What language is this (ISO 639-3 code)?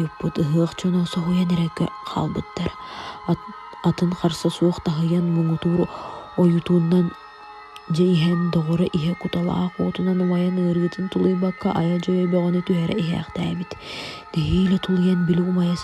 sah